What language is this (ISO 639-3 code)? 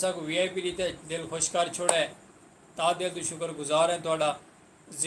skr